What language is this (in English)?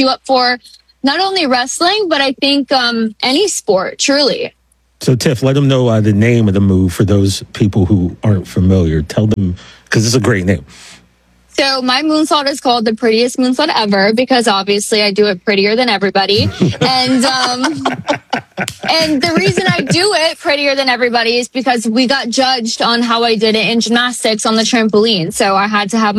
English